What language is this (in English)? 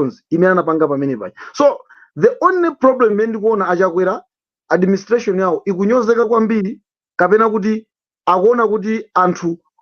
Nyanja